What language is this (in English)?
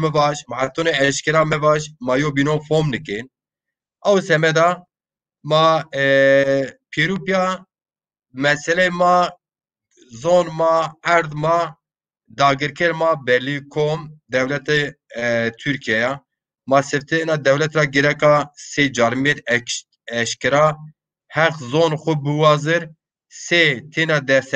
Zaza